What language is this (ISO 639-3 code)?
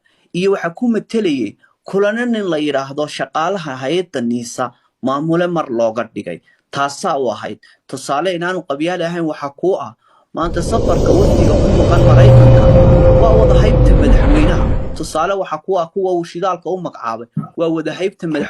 som